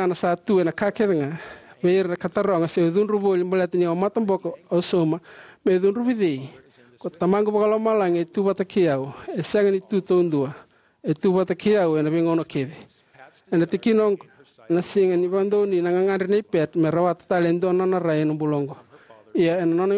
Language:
Fijian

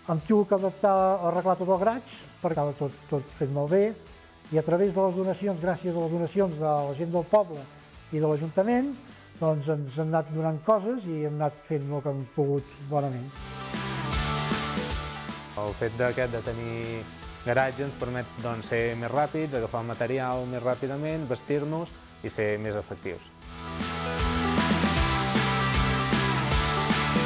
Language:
Catalan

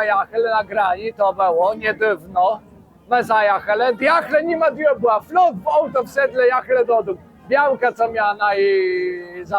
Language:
Kashubian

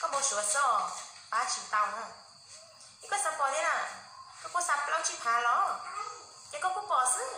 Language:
Hmong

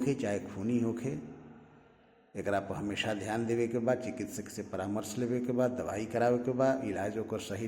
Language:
Bhojpuri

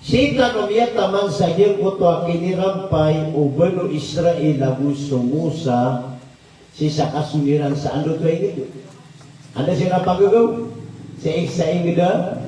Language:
Maranao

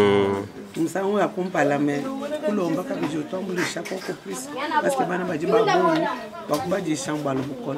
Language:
Luba-Lulua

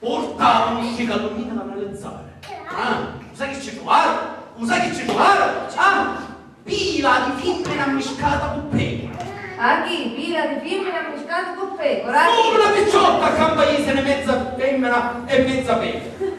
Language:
Sicilian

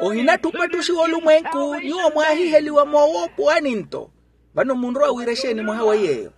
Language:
Makhuwa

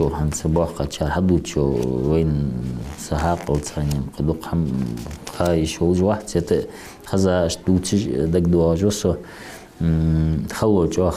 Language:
Ingush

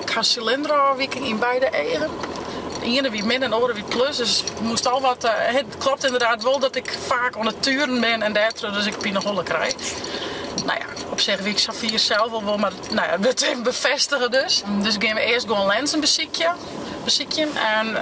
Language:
Western Frisian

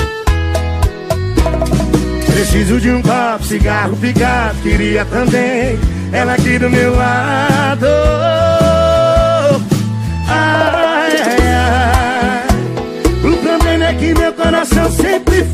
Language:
Portuguese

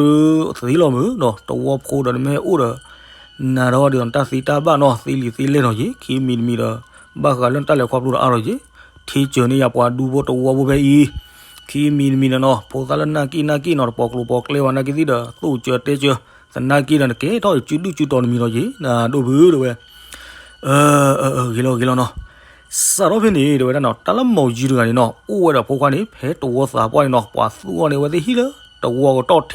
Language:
S'gaw Karen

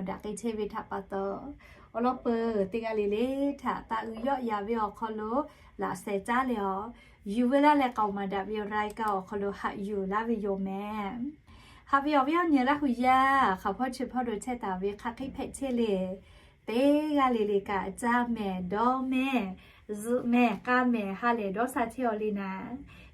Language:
Lahu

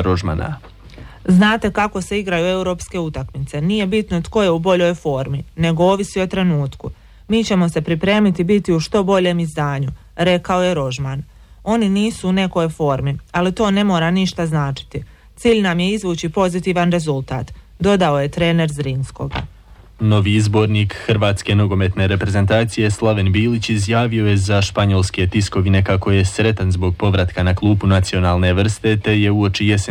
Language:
Croatian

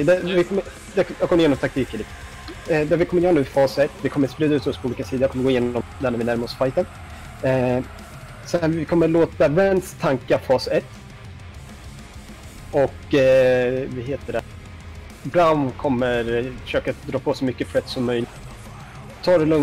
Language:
Swedish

